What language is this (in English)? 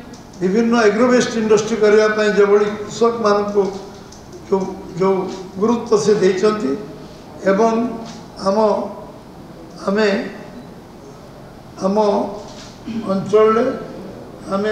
Odia